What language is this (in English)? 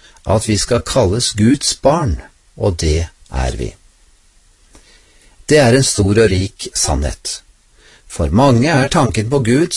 Norwegian